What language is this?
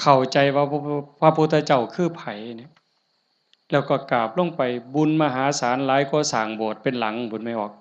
Northeastern Thai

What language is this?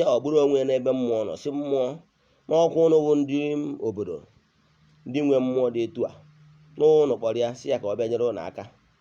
Igbo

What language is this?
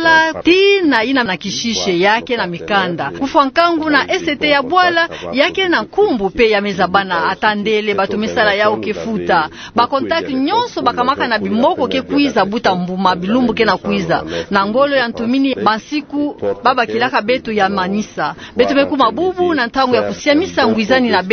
Kituba (Democratic Republic of Congo)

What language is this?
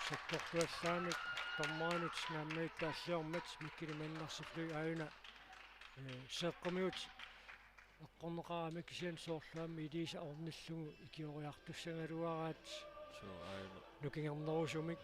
Kalaallisut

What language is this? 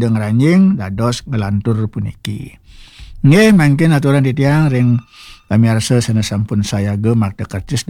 Balinese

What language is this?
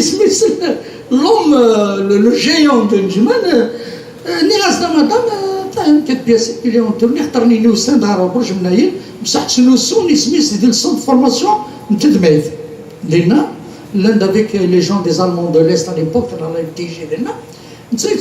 Kabyle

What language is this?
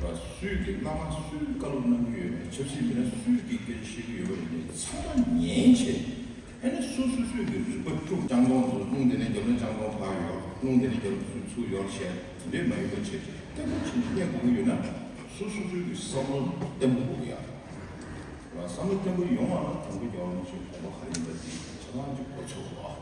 Tibetan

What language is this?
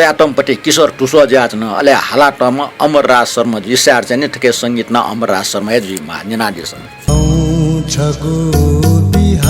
Newari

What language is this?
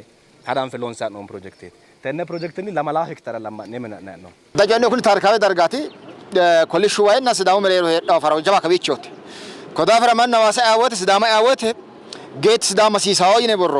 Sidamo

